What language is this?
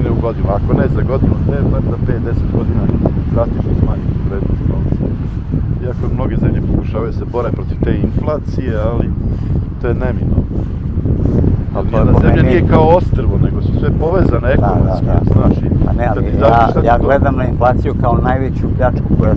Serbian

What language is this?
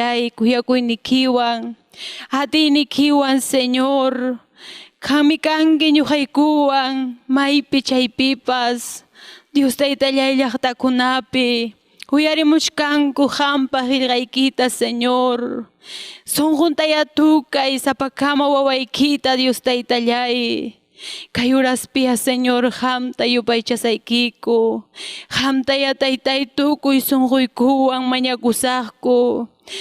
Ayacucho Quechua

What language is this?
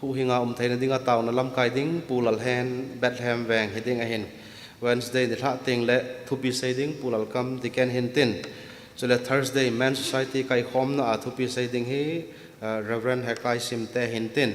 Thado Chin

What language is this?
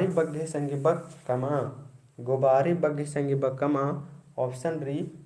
Kurukh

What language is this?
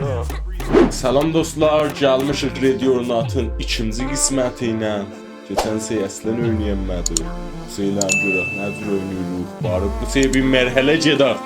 South Azerbaijani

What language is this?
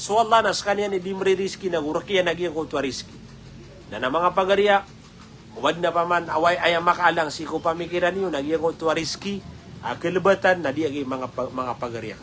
Maranao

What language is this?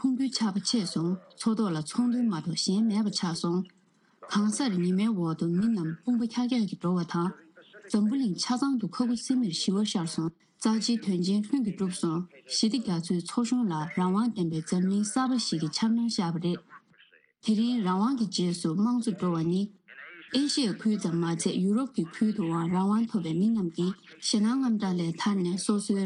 Tibetan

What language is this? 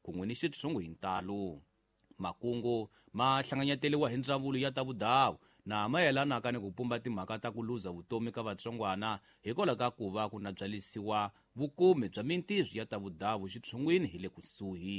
Tsonga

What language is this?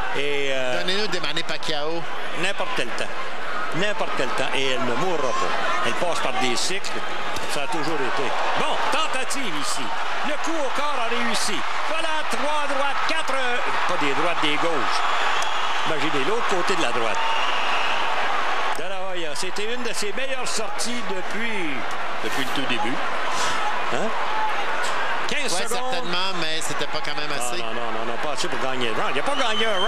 French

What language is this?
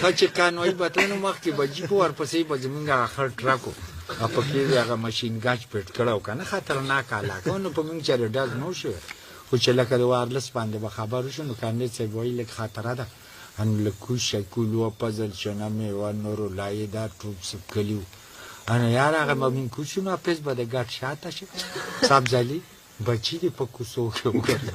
Pashto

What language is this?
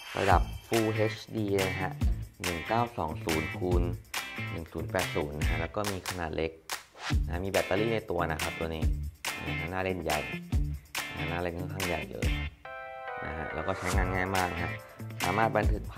Thai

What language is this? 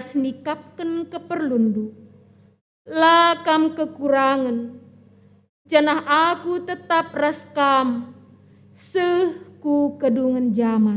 Batak Karo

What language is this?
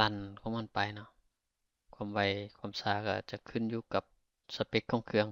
Lao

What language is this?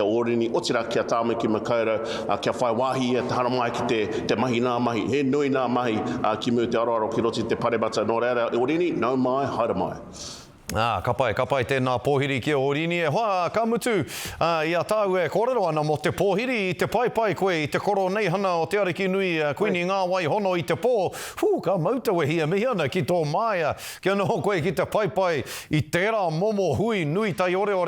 Māori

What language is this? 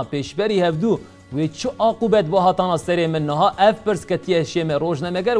Kurdish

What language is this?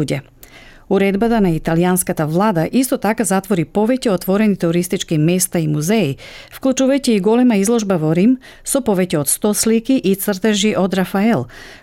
Macedonian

